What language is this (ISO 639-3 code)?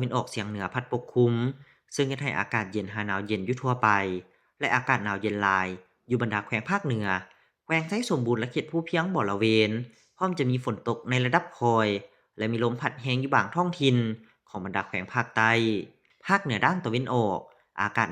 lao